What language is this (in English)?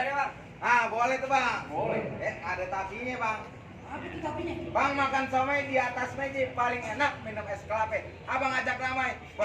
Betawi